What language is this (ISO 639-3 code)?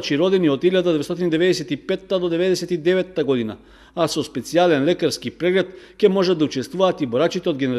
mkd